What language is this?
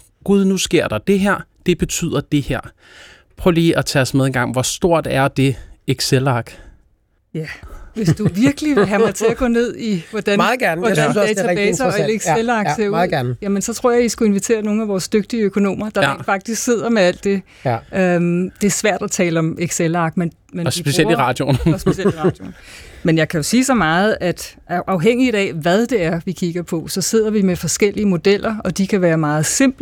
Danish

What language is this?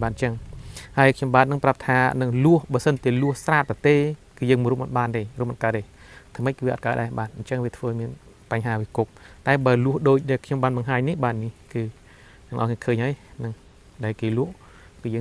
Khmer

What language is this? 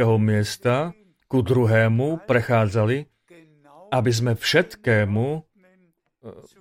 Slovak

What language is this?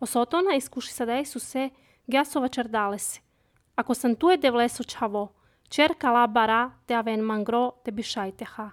Serbian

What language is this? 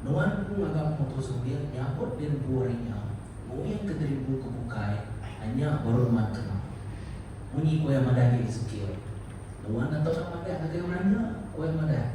Iban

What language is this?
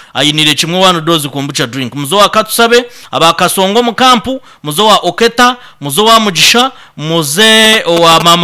Nyankole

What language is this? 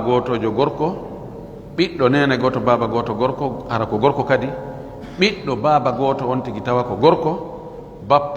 Fula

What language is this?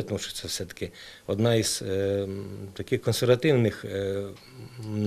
Ukrainian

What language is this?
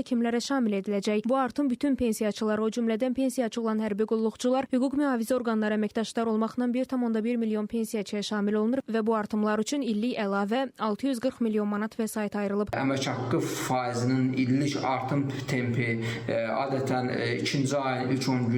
Azerbaijani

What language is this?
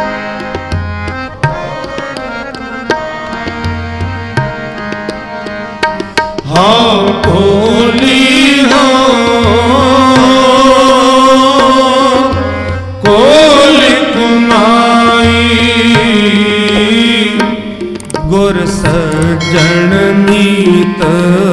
Punjabi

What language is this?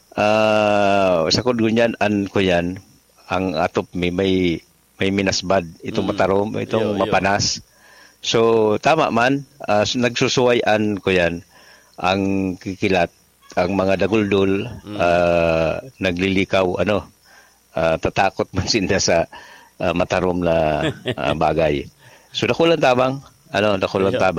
Bikol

